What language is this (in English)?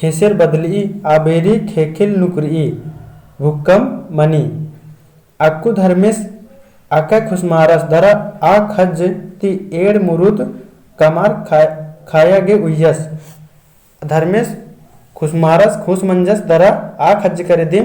Kurukh